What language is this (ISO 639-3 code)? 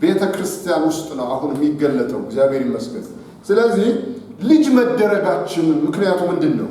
amh